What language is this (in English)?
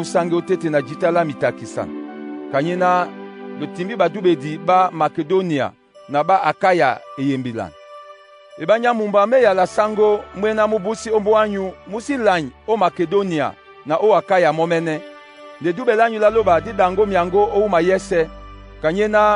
Duala